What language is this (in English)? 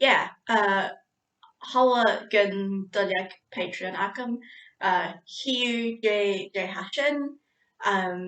Scottish Gaelic